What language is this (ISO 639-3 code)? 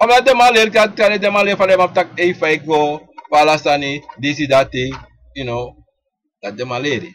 srn